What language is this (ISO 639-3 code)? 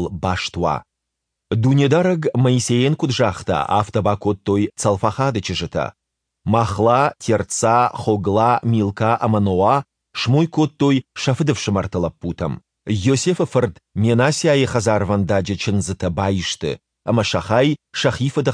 oss